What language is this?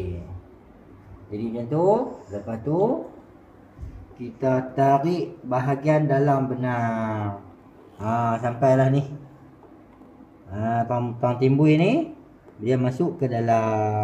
Malay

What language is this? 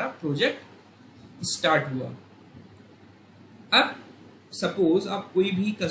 Hindi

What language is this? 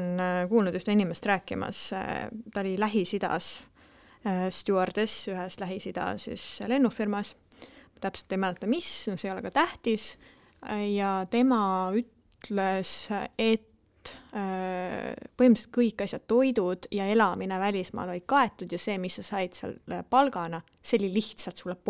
Estonian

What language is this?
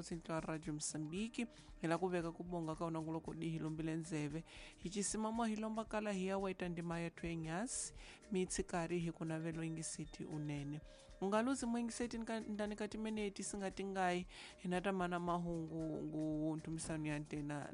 Tsonga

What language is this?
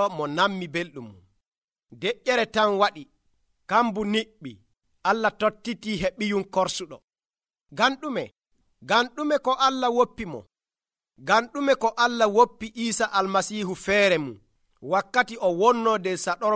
Nigerian Fulfulde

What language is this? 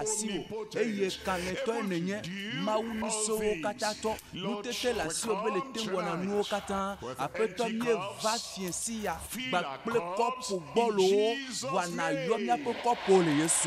Ewe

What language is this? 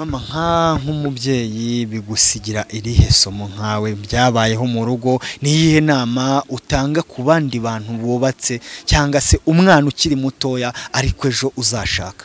Kinyarwanda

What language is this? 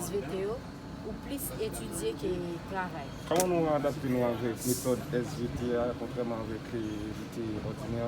Haitian Creole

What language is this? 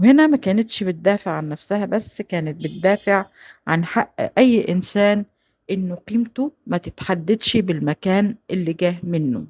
Egyptian Arabic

